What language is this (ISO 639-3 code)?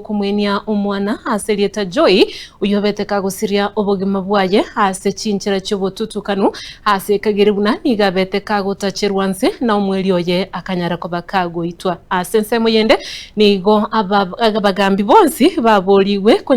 guz